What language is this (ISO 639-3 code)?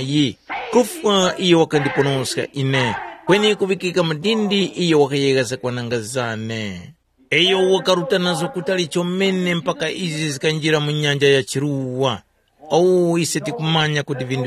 tum